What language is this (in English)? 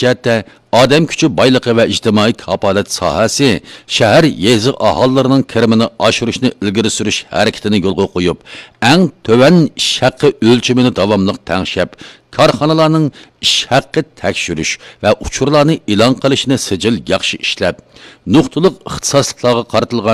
Uyghur